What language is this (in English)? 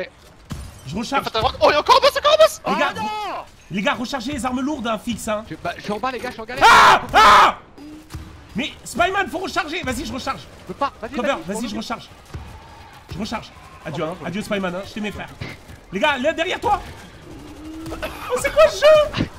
French